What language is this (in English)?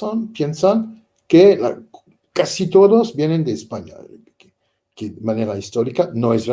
Ladino